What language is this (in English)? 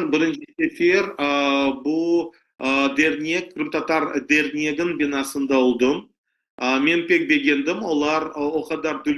Crimean Tatar